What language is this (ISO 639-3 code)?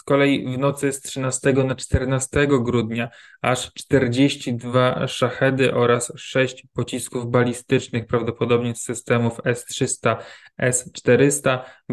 pol